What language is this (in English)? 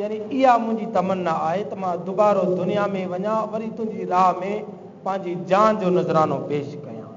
Sindhi